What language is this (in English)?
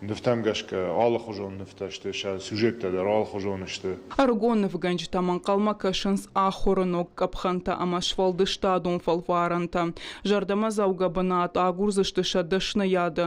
Ossetic